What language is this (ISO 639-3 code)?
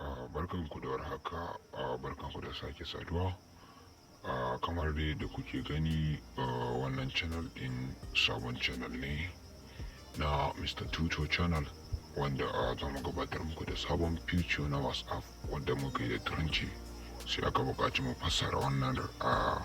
hau